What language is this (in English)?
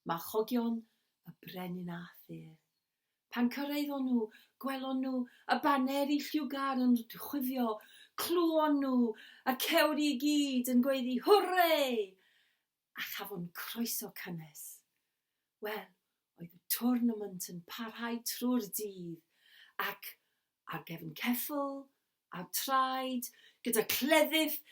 Welsh